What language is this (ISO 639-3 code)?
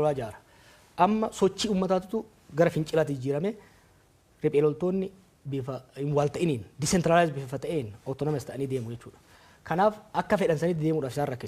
orm